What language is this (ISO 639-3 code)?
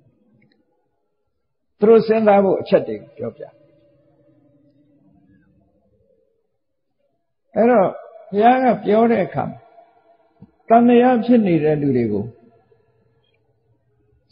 mya